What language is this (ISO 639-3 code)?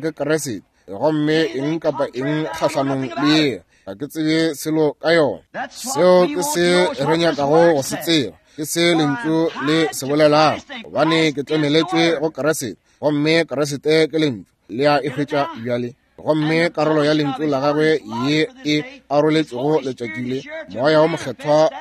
nso